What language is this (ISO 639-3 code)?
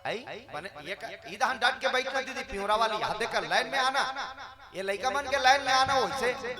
hne